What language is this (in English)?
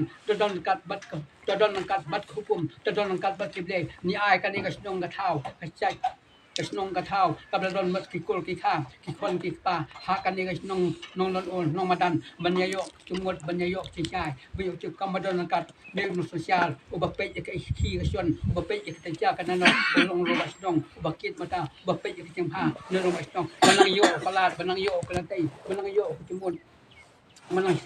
Khasi